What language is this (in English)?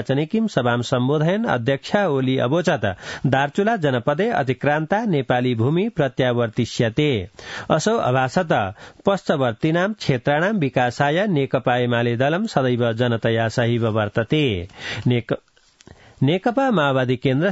Sanskrit